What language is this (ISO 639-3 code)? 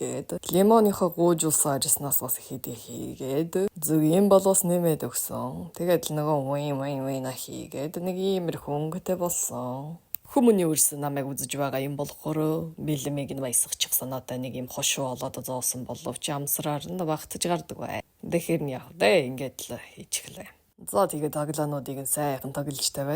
mon